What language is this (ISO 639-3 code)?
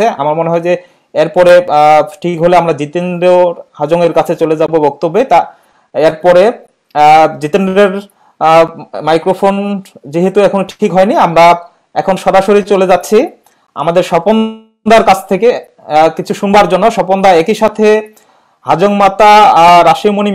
ben